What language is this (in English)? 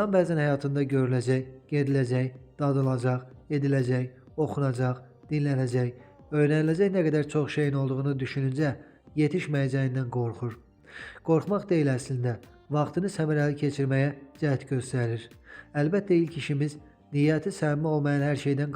Azerbaijani